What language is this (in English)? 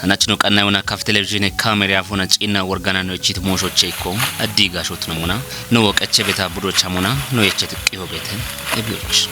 Kafa